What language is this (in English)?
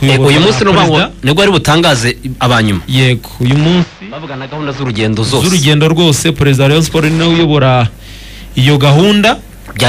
Kinyarwanda